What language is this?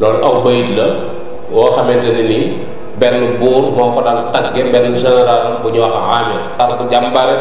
Wolof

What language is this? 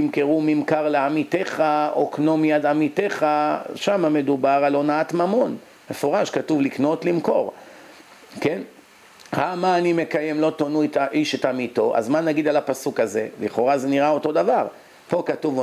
Hebrew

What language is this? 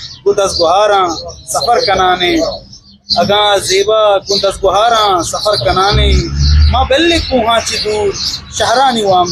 Eastern Balochi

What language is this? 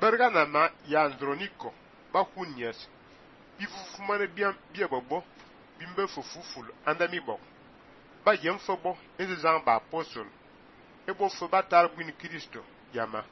Fang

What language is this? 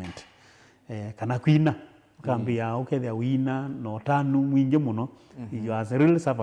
Kamba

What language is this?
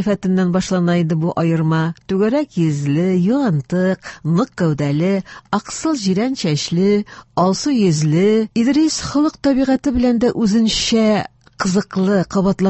Tatar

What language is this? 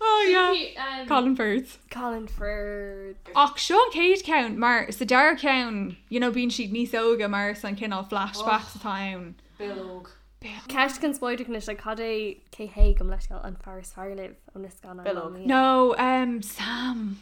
Irish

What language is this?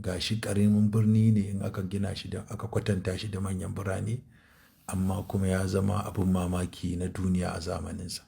Hausa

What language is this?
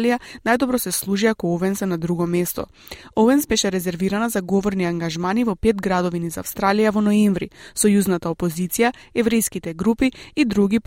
Macedonian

